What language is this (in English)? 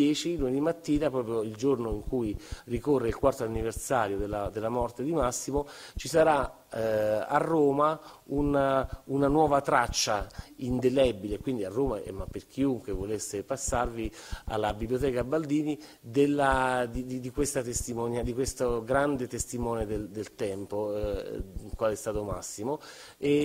Italian